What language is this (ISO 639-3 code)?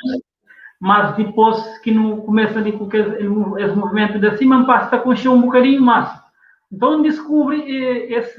kea